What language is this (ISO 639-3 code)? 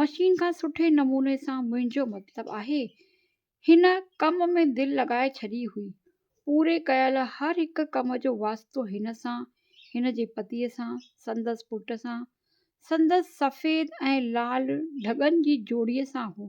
snd